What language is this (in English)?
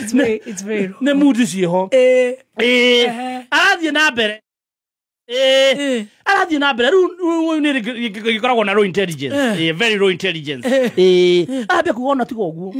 Kikuyu